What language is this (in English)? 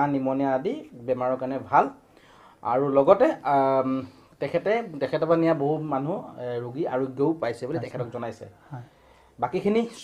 Assamese